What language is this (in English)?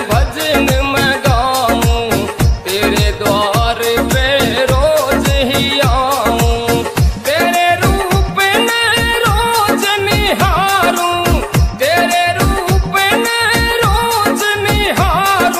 Haryanvi